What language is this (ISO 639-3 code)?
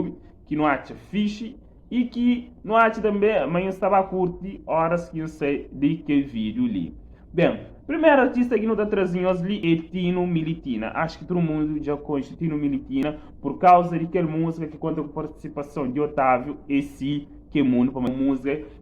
kea